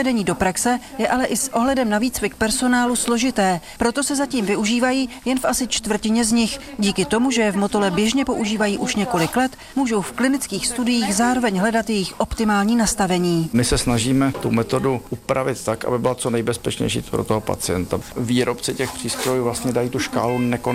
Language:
Czech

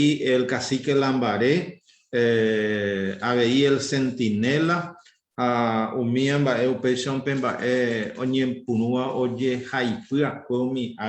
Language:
Guarani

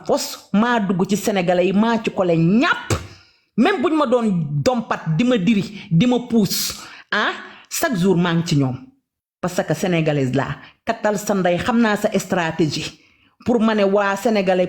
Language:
Wolof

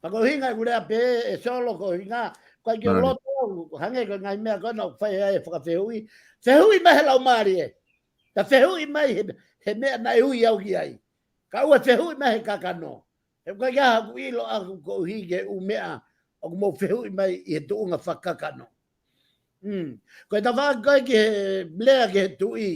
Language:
Tongan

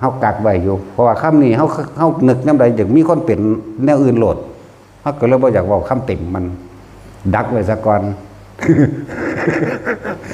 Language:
Lao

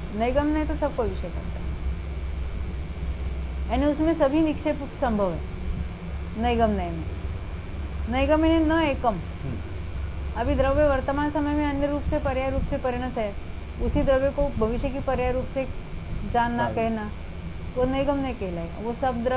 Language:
Hindi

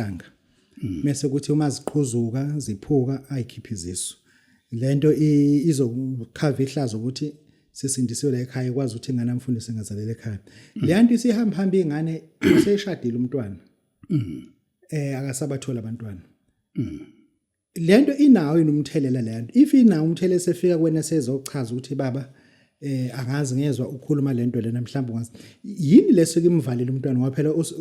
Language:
Zulu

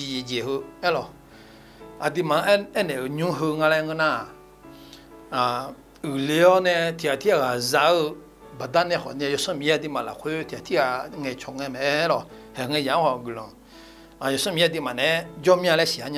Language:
Akha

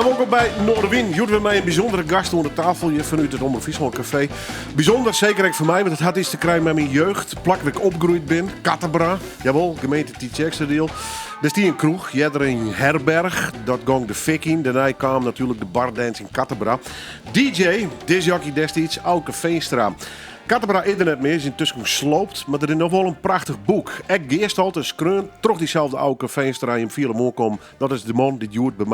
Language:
Western Frisian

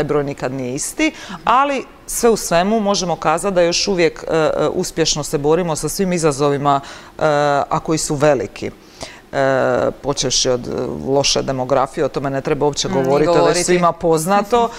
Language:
Croatian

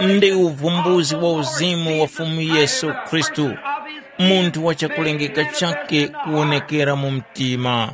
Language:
Tumbuka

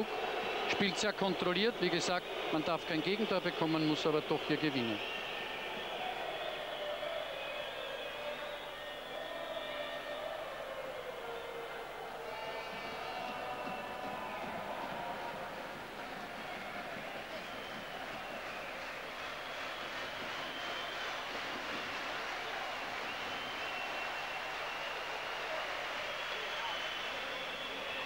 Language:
German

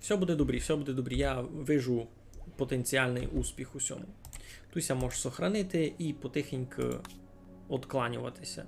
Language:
Rusyn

